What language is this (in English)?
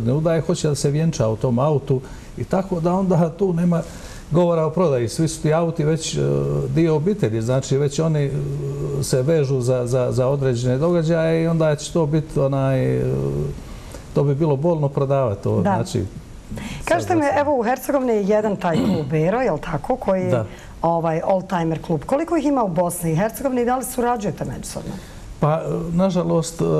Bosnian